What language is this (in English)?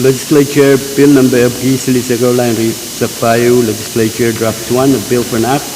Pohnpeian